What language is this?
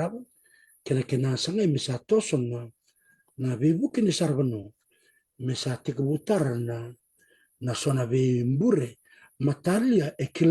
Fijian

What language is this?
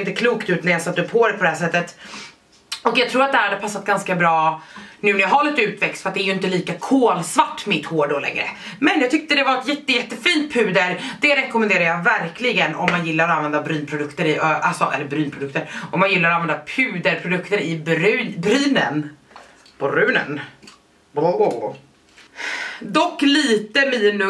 Swedish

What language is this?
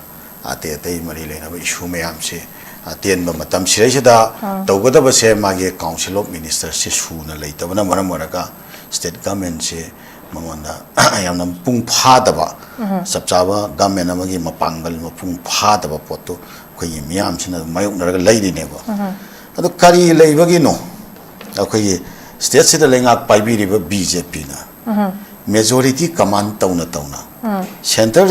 Manipuri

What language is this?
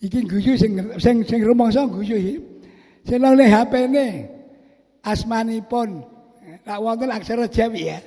Javanese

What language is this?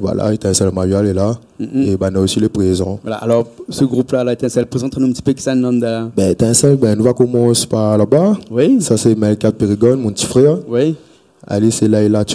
Réunion Creole French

